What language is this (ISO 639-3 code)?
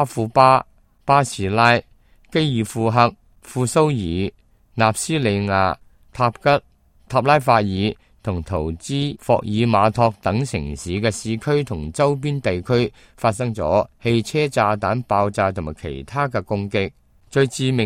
yue